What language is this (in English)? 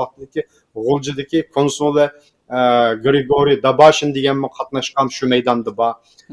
Uyghur